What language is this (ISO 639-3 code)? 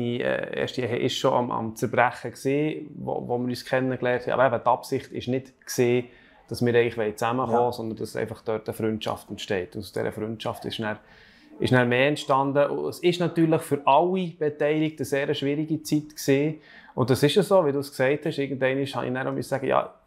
gsw